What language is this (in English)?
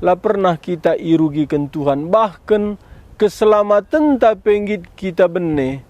Batak Karo